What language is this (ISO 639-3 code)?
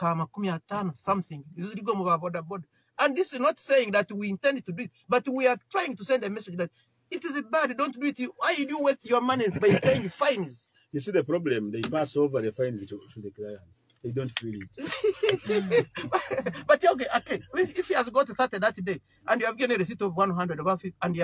nyo